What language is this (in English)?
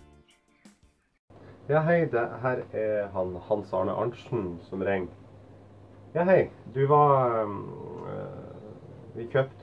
Norwegian